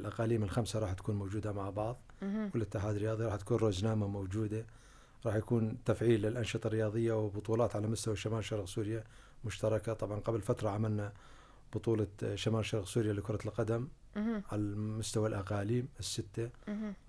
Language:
North Levantine Arabic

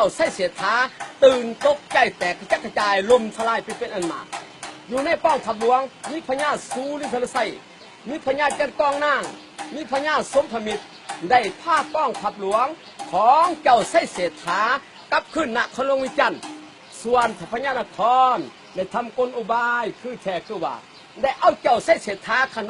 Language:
Lao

